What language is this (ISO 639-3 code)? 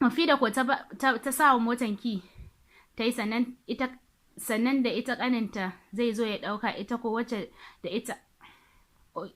hau